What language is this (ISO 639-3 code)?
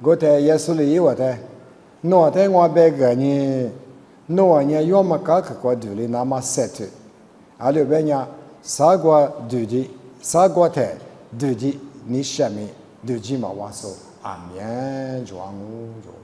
lis